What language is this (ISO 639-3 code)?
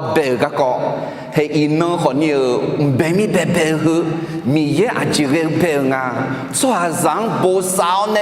ahk